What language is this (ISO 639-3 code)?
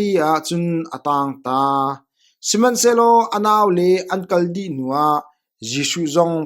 cnh